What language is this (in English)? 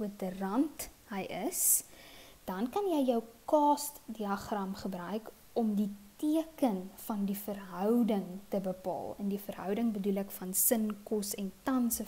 Afrikaans